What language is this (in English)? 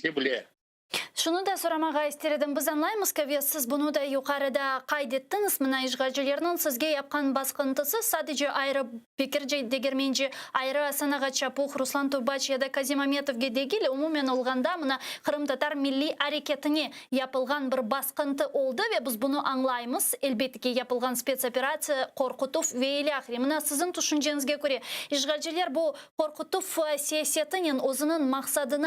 Crimean Tatar